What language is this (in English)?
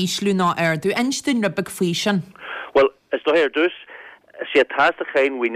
Irish